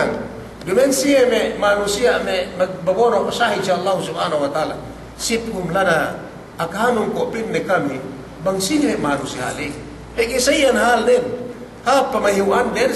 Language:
Yakan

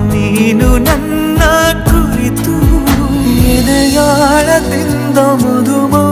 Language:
Kannada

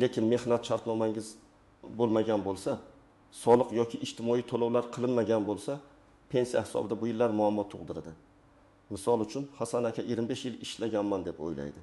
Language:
Uzbek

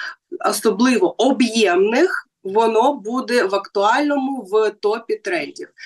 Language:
Ukrainian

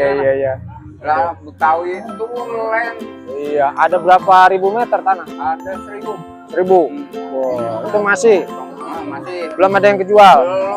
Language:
Betawi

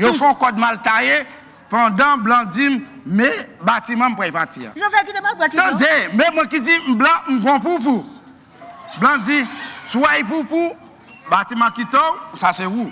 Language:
Haitian Creole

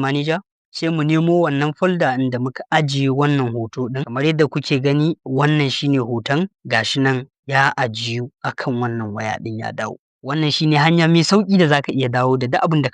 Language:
Hausa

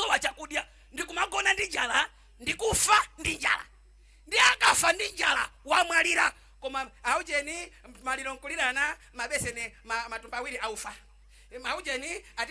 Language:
Nyanja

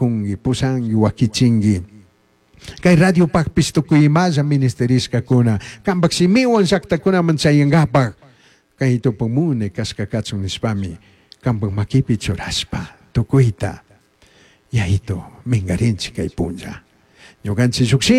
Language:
Chimborazo Highland Quichua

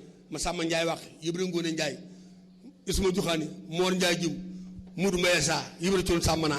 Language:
Wolof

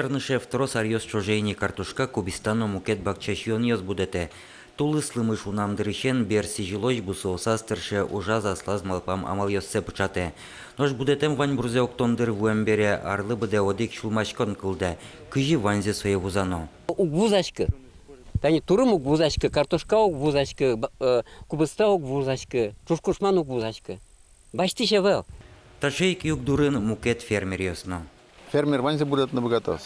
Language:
Udmurt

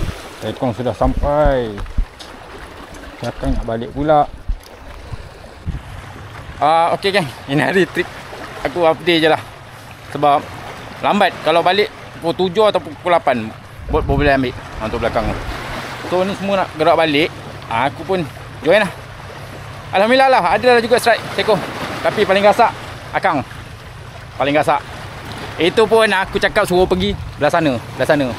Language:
Malay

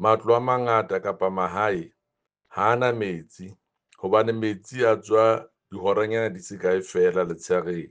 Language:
Southern Sotho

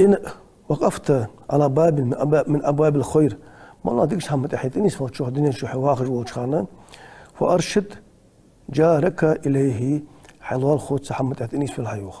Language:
Ingush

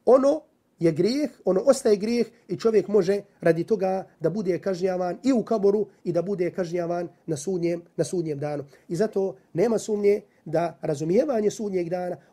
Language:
Bosnian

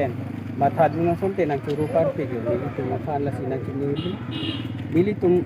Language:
Karbi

